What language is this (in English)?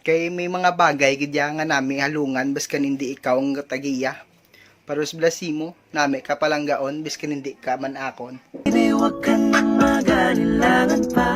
Hiligaynon